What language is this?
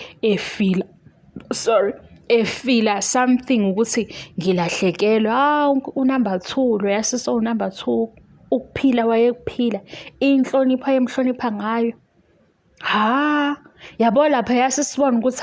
Zulu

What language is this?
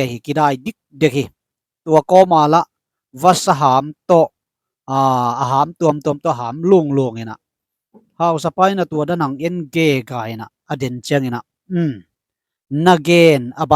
Tedim Chin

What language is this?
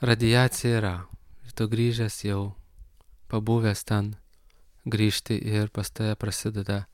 Lithuanian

